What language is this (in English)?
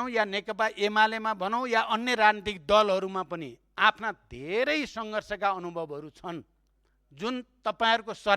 Nepali